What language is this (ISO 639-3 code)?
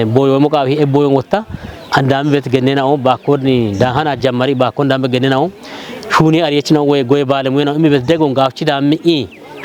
kbr